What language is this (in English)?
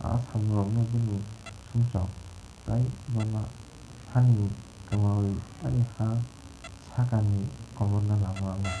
Kok Borok